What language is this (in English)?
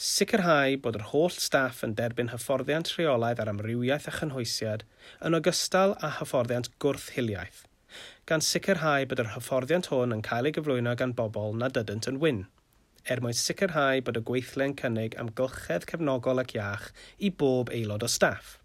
Welsh